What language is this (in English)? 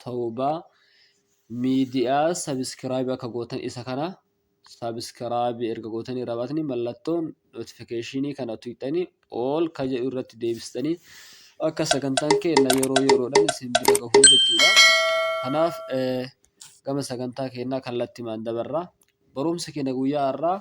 Oromo